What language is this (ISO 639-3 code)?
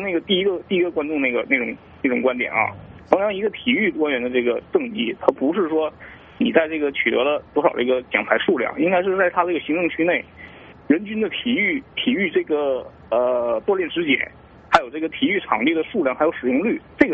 zho